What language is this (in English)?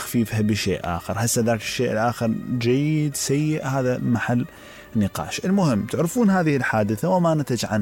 Mesopotamian Arabic